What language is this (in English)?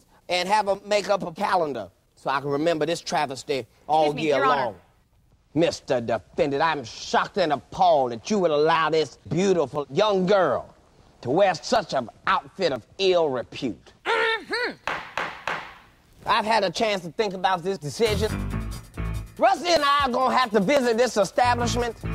English